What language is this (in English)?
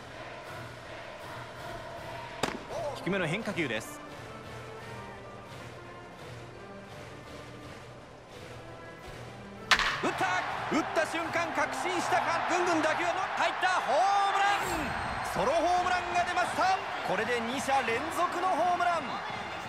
Japanese